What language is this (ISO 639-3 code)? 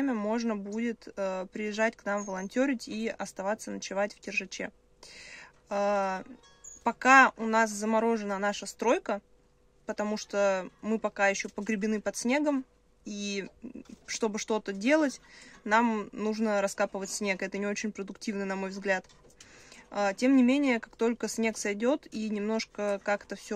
rus